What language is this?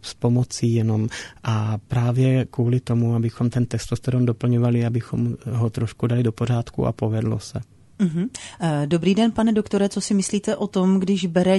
Czech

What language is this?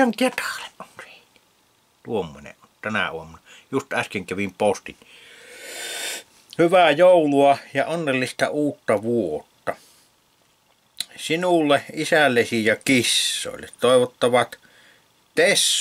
Finnish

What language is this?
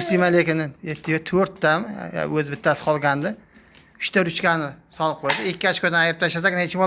Uzbek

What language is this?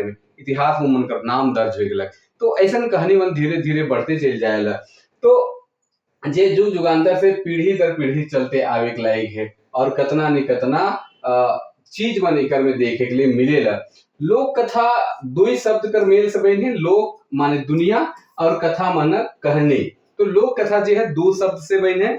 Sadri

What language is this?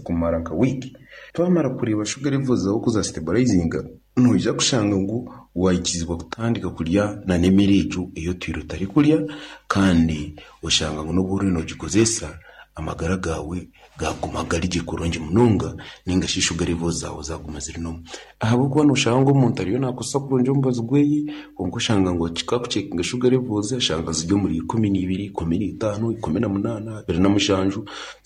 Nyankole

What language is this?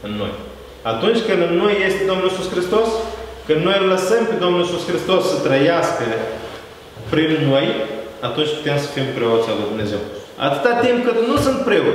Romanian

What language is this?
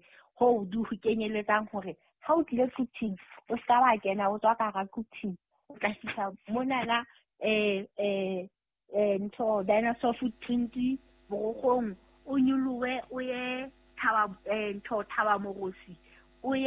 Southern Sotho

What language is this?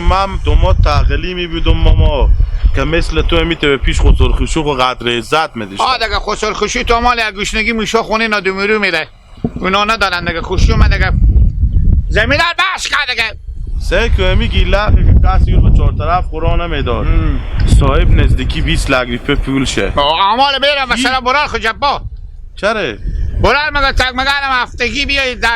Hazaragi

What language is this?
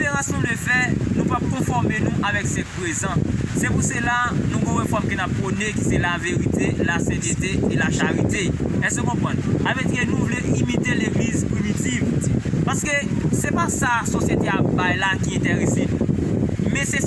Haitian Creole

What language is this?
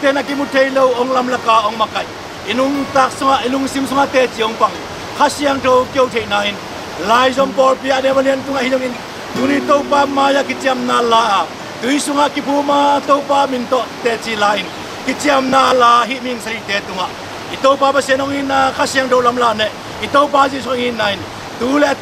Tedim Chin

